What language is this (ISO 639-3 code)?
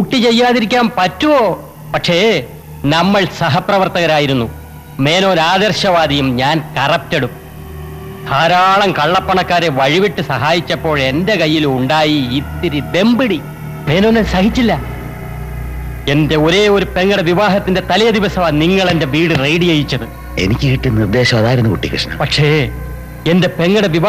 mal